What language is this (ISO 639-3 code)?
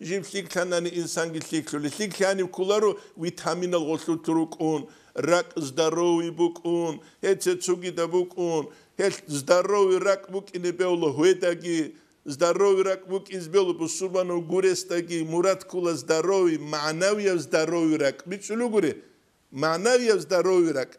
ava